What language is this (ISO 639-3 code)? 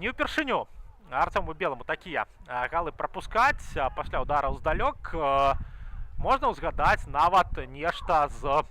bel